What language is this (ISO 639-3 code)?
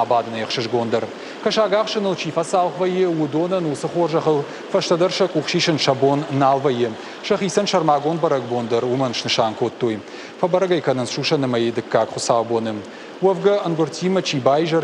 oss